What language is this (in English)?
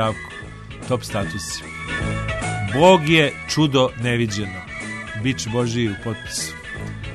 Serbian